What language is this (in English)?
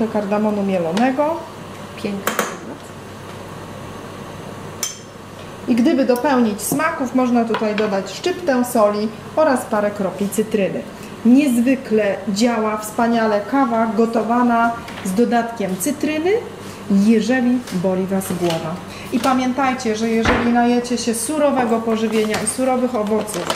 Polish